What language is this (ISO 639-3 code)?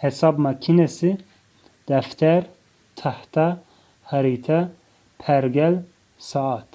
tgk